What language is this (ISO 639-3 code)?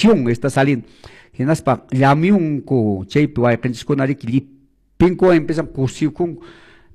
que